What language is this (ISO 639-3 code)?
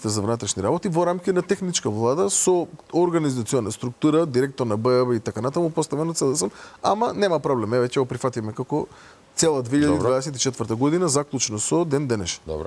mkd